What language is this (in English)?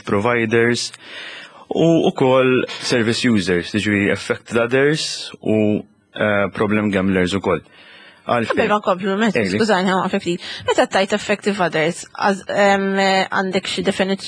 Maltese